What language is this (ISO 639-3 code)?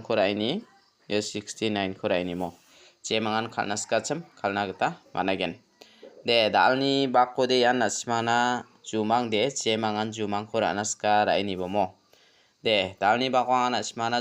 grt